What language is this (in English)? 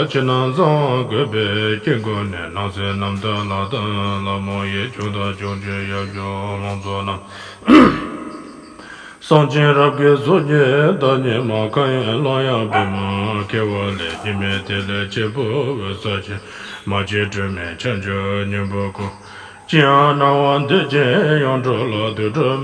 Tibetan